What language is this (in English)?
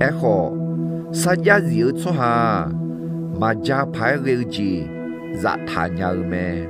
Akha